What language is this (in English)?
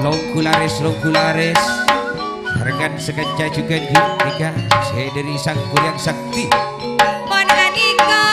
Madurese